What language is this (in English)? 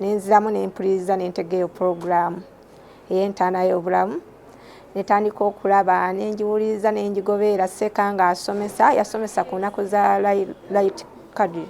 Ganda